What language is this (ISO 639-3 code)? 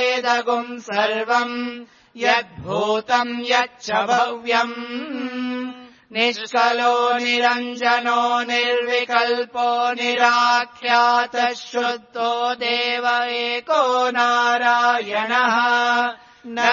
san